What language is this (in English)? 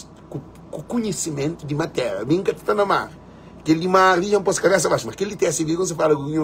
Kabuverdianu